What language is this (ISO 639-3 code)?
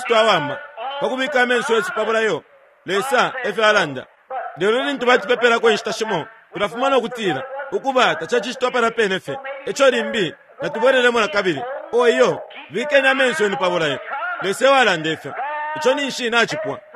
bem